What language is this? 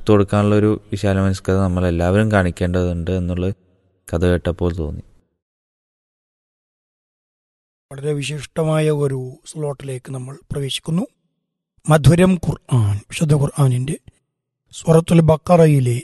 Malayalam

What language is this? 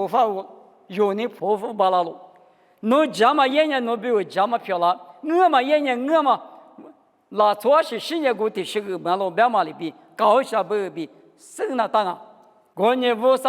Lisu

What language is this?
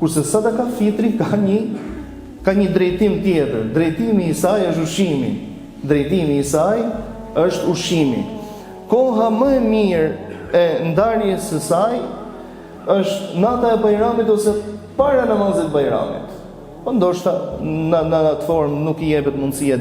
Albanian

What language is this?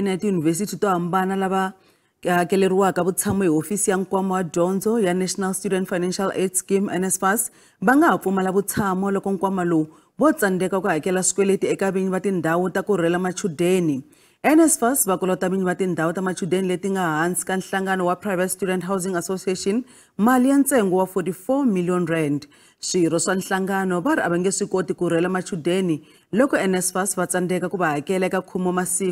Tsonga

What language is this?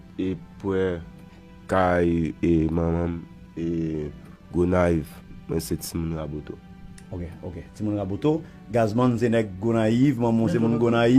Haitian Creole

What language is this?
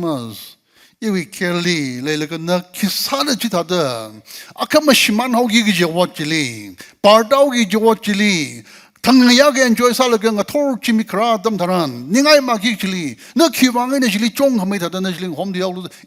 Tangkhul Naga (India)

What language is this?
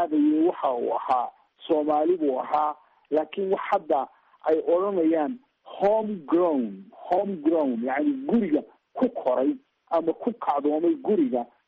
Somali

